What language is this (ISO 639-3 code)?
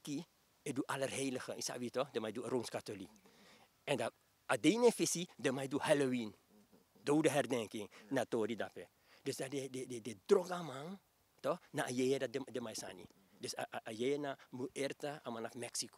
srn